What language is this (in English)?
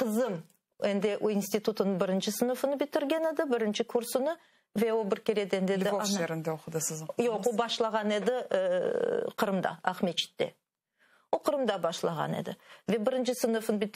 Crimean Tatar